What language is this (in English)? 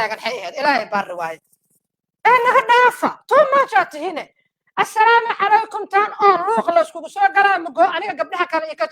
Somali